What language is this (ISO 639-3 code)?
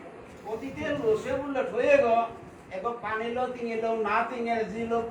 bpy